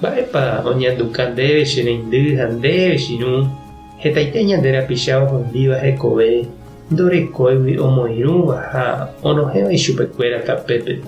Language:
Guarani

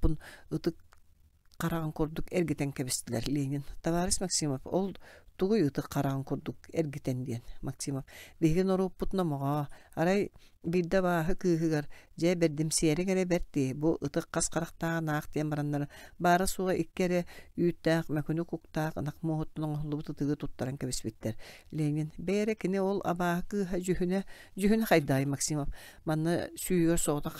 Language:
Yakut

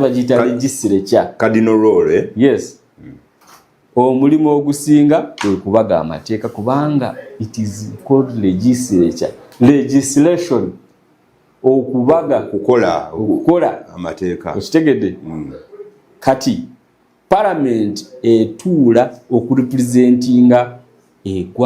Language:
Ganda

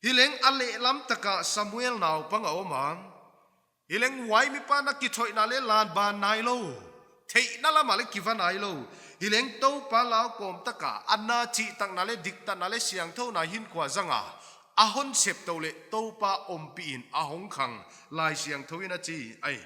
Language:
Paite Chin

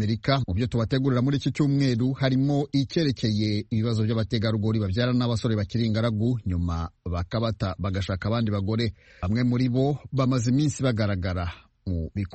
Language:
Kinyarwanda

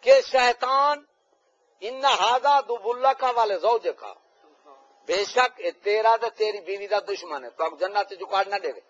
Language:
Saraiki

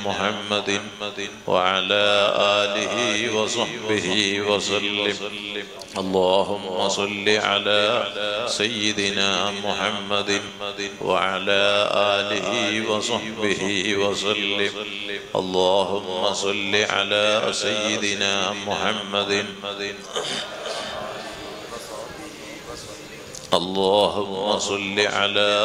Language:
Malayalam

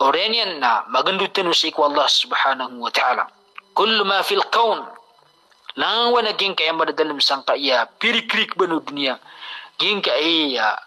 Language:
Maranao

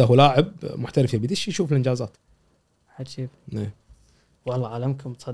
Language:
Gulf Arabic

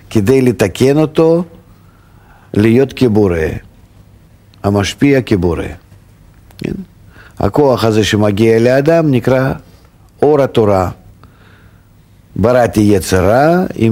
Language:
Hebrew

